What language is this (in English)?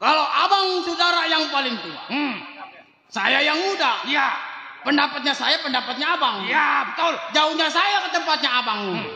Betawi